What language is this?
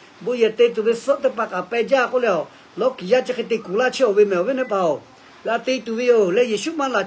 Lahu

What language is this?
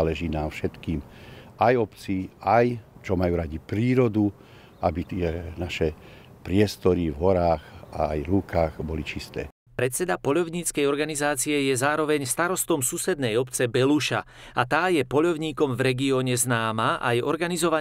Slovak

